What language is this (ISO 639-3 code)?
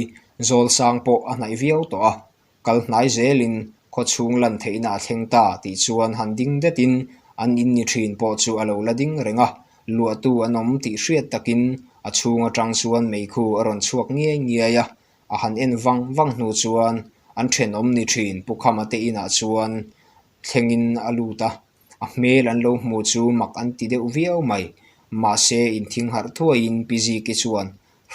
lus